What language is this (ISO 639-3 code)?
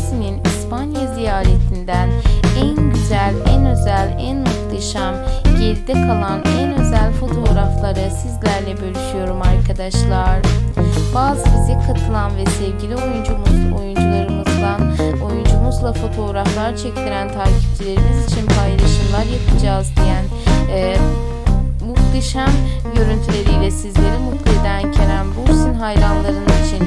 tur